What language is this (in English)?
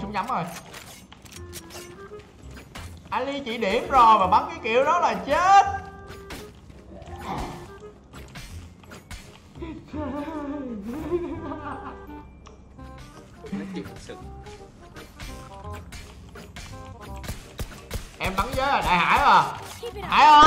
Vietnamese